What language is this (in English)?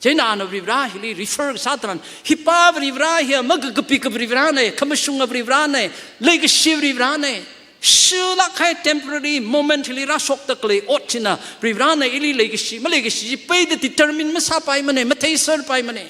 Tangkhul Naga (India)